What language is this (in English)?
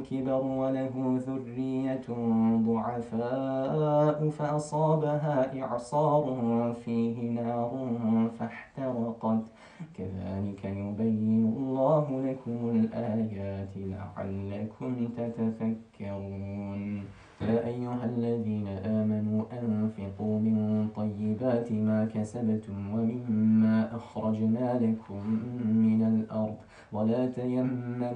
Arabic